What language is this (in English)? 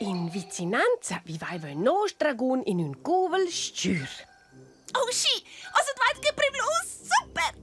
Romansh